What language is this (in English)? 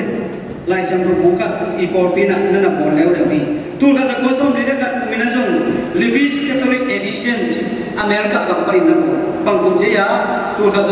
Tedim Chin